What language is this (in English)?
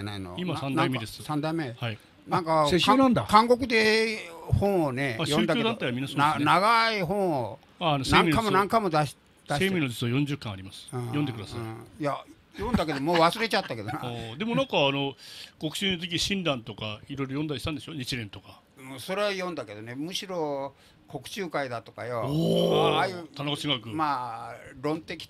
Japanese